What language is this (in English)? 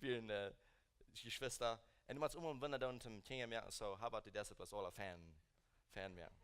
Plautdietsch